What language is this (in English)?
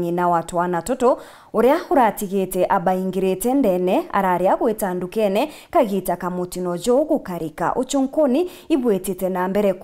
Meru